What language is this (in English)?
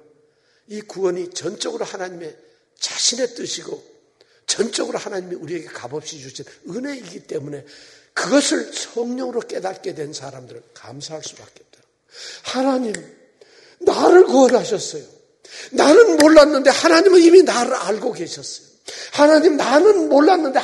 Korean